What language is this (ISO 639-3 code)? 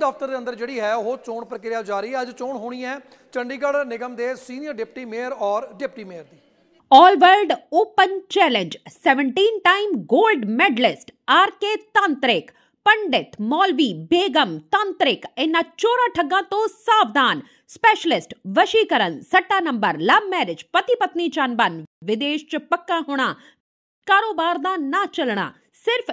pan